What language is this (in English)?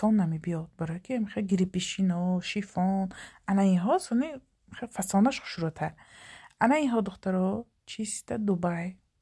Tajik